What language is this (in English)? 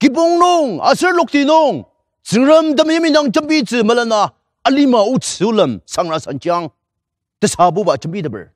Ao Naga